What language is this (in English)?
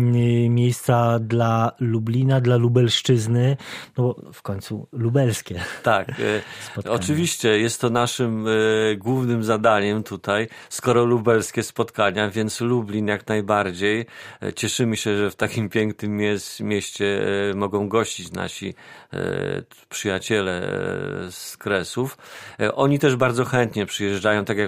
Polish